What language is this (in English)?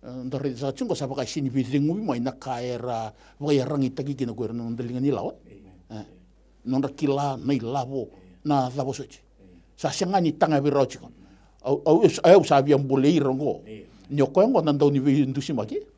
Fijian